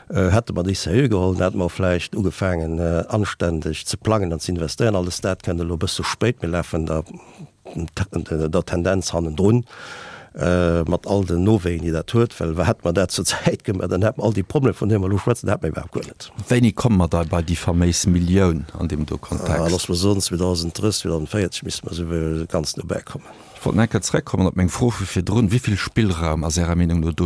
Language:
Luxembourgish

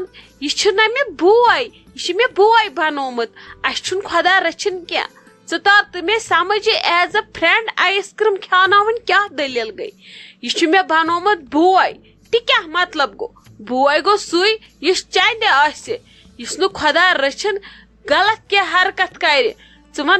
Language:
Kashmiri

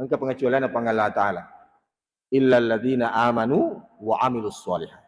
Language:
Buginese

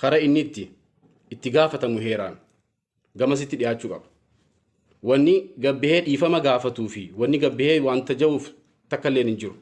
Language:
Oromo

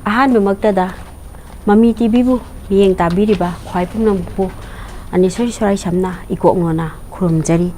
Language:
Manipuri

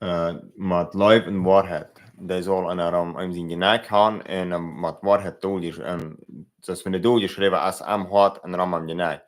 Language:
Plautdietsch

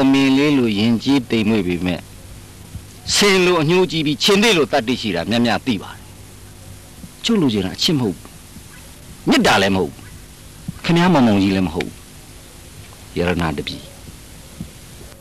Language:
Burmese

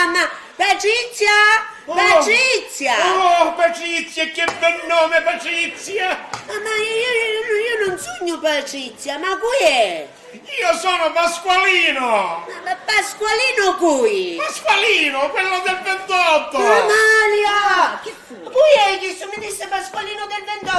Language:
Sicilian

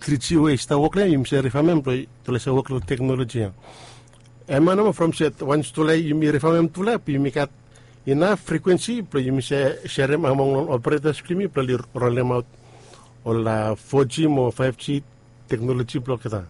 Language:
Bislama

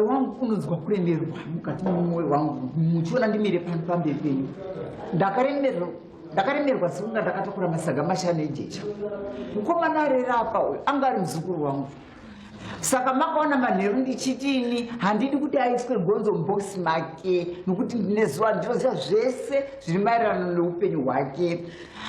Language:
Shona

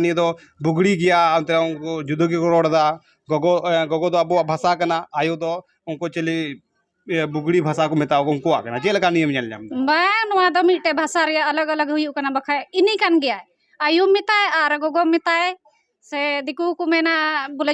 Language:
Santali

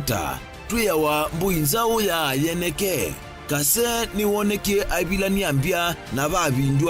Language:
Kamba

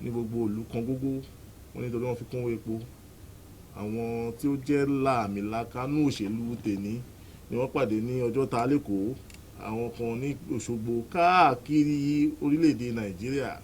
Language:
Yoruba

